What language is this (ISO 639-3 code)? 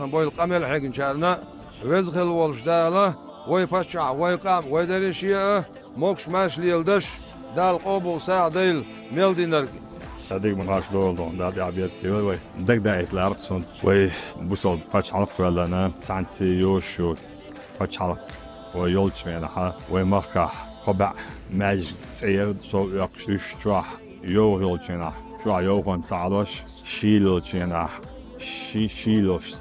che